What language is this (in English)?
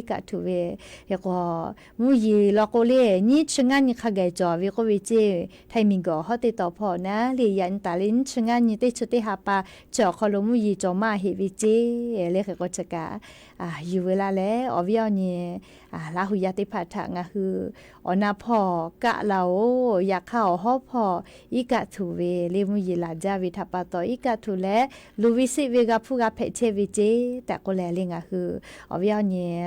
Lahu